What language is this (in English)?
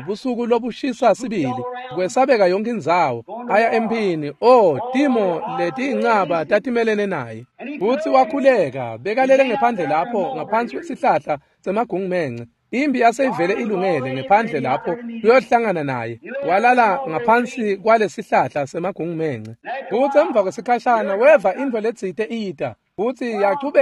Swati